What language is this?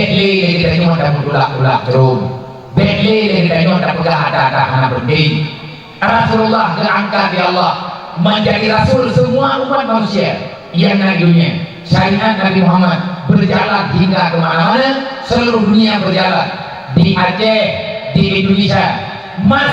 Achinese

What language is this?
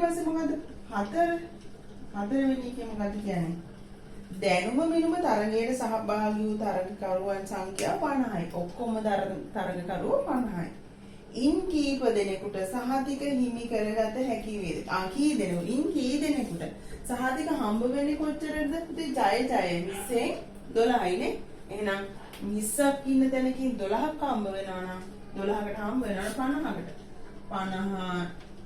Sinhala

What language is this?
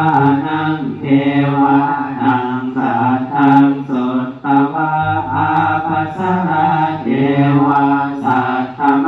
Pali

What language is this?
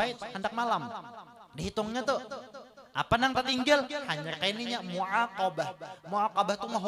Banjar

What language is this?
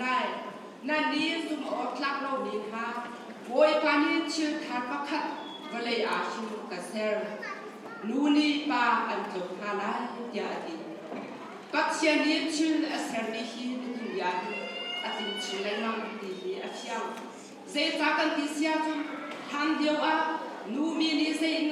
Hakha Chin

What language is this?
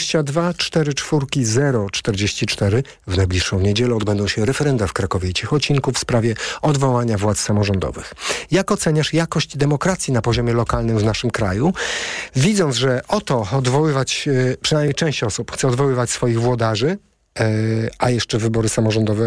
Polish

